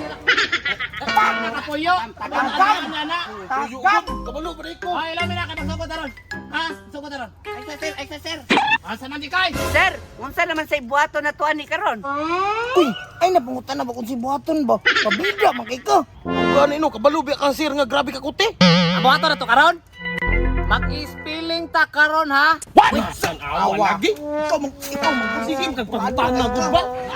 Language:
Cebuano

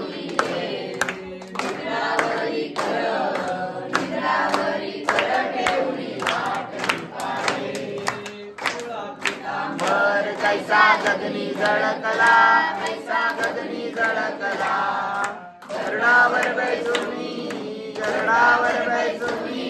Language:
Marathi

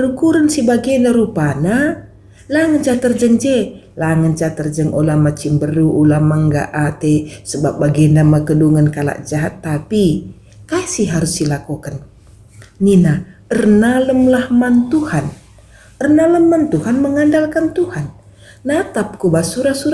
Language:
Batak Karo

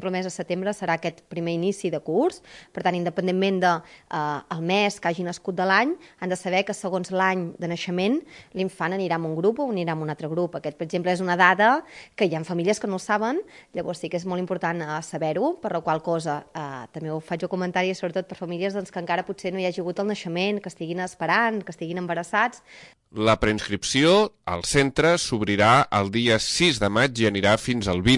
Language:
Catalan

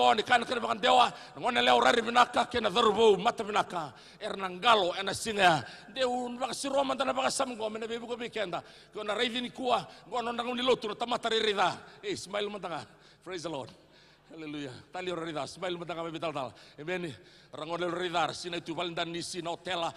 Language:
Fijian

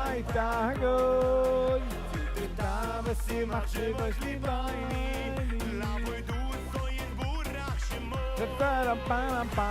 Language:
Yiddish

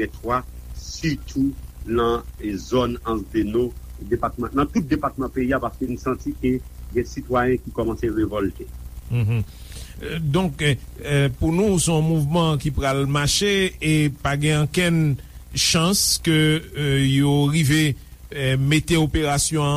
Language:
Haitian Creole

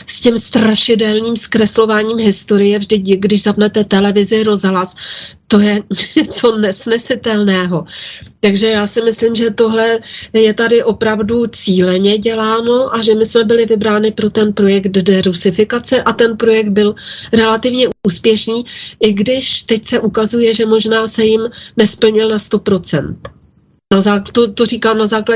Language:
Czech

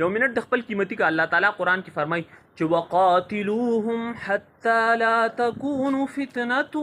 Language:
Pashto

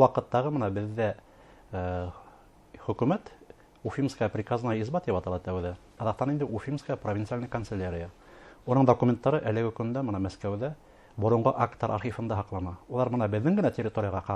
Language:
Bashkir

